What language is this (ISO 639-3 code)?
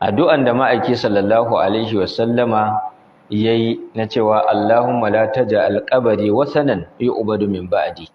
hau